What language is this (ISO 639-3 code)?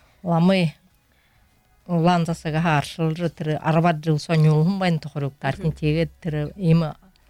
bua